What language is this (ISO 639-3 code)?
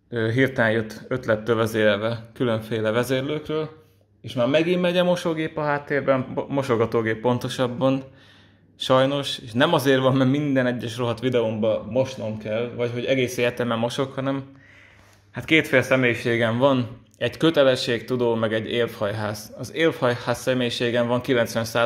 hun